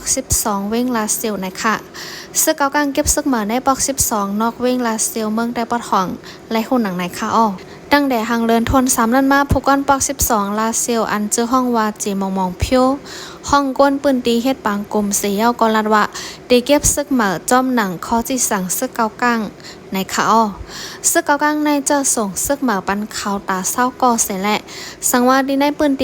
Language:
Shan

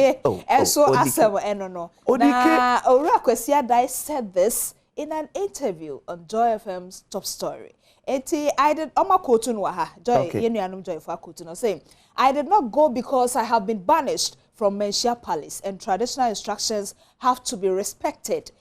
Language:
Akan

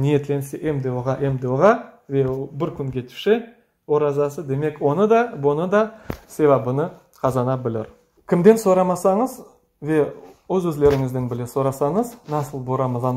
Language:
Crimean Tatar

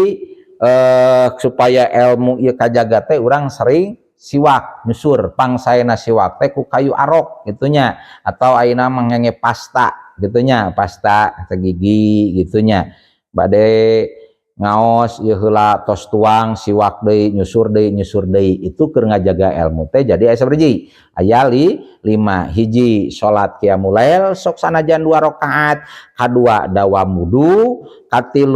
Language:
Sundanese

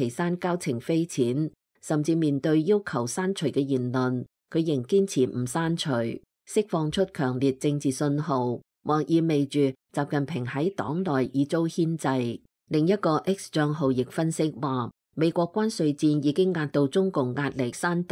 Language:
Cantonese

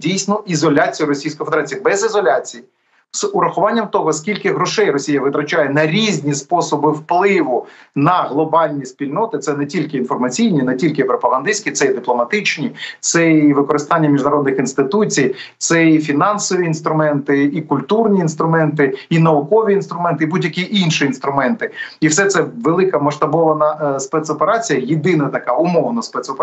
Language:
Ukrainian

